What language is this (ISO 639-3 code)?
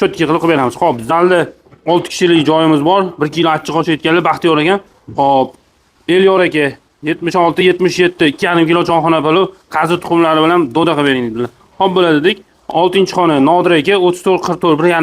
uzb